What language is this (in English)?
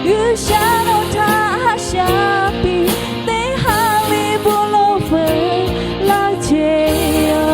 Lahu